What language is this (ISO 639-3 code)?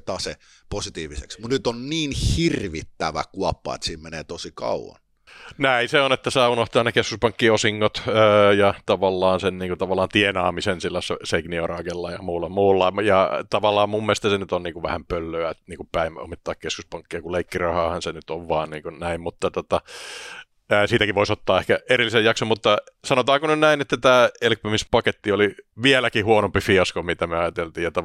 fin